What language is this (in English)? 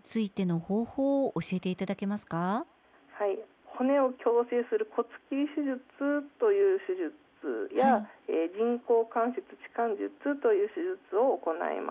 Japanese